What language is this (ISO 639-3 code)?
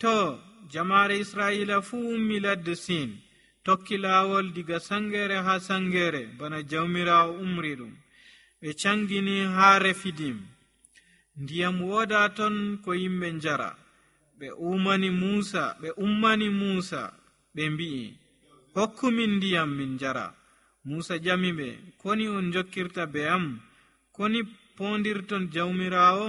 fuv